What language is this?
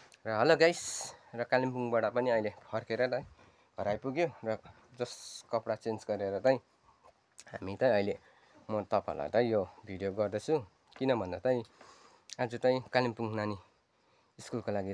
Nepali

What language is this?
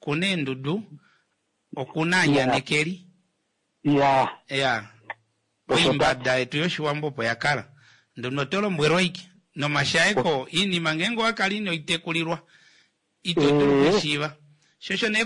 Kuanyama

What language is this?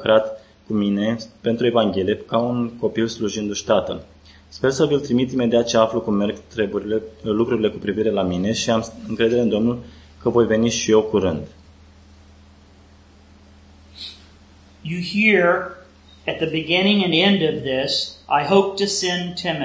Romanian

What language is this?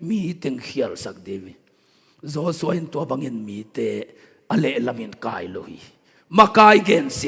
Tedim Chin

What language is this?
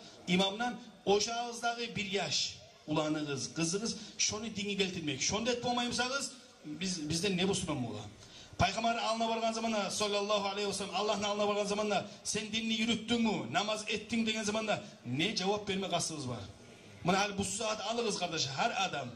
Kumyk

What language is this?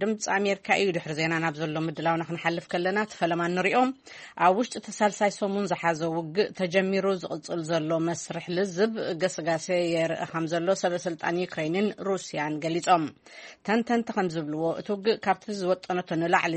Tigrinya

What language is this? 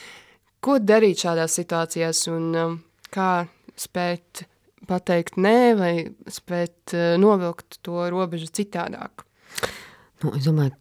Latvian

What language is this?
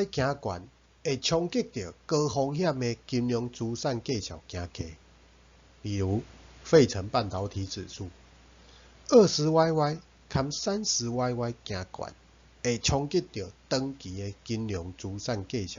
Min Nan Chinese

